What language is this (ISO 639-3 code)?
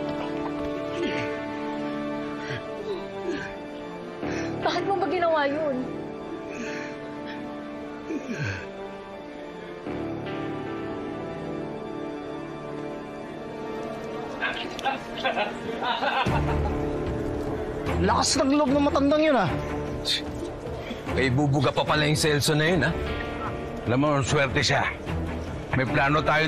fil